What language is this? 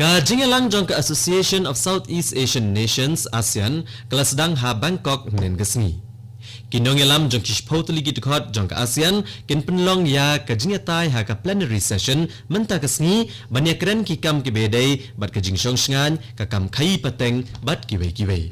Khasi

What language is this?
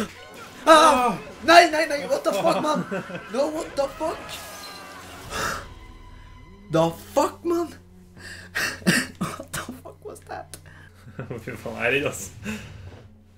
Norwegian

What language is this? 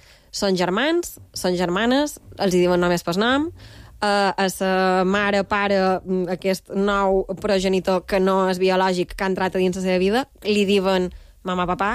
Catalan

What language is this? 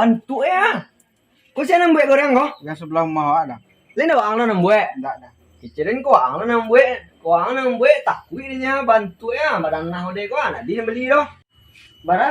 Minangkabau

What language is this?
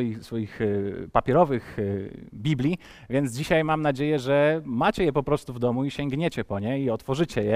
Polish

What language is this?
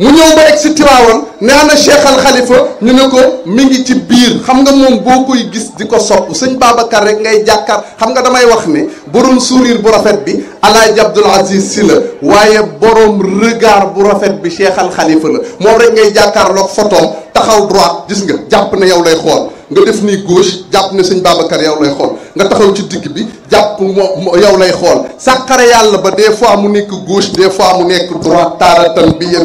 Wolof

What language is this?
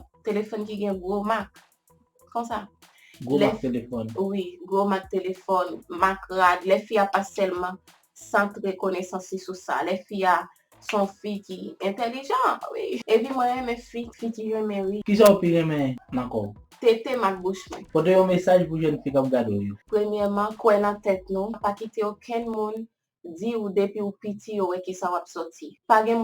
Haitian Creole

